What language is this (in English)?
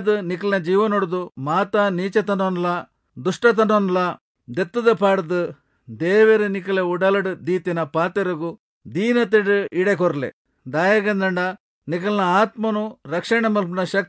Tulu